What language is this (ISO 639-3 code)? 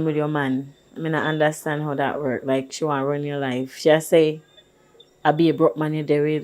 jam